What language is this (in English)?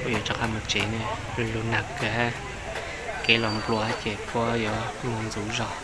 Hmong